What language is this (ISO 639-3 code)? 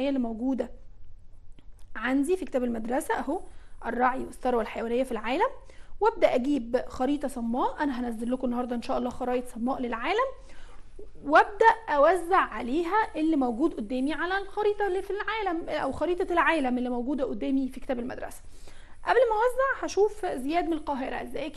arz